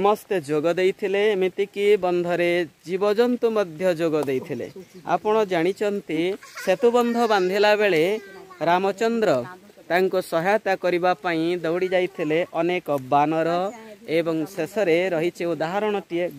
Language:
Odia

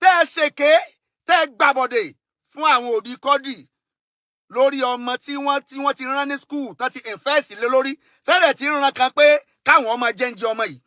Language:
Yoruba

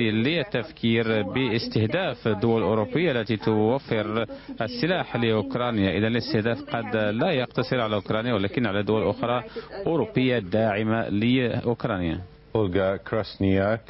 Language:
Arabic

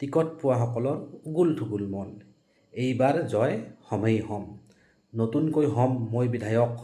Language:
Assamese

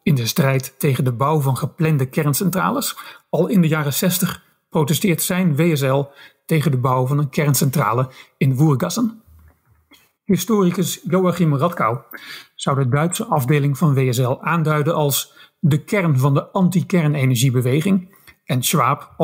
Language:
Dutch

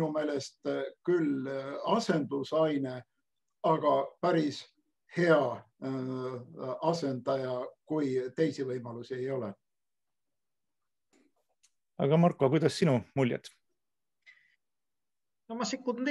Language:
Estonian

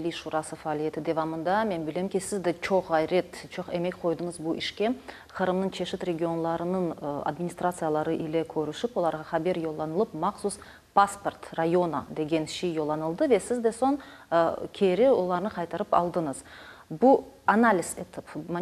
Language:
Crimean Tatar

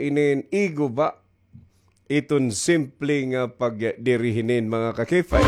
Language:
Waray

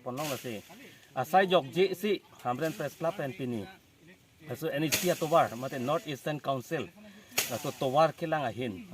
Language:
Karbi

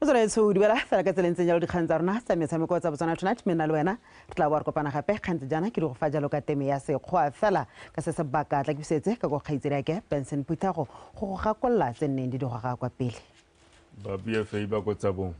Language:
Tswana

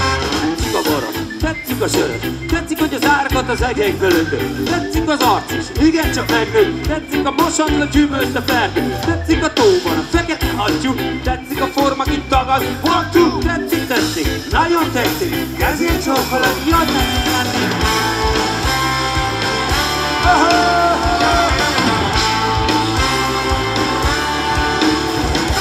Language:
Hungarian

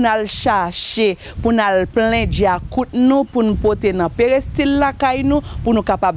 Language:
Haitian Creole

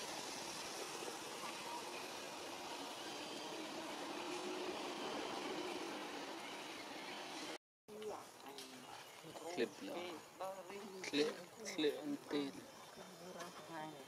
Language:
Vietnamese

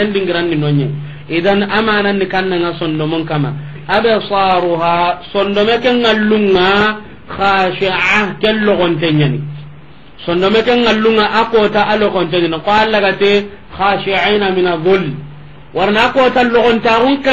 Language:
Soninke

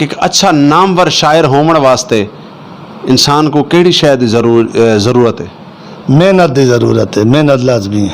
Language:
Western Panjabi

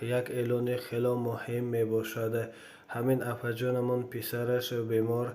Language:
Tajik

